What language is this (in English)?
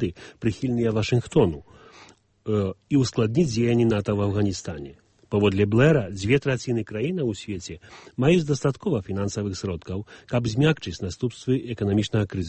Belarusian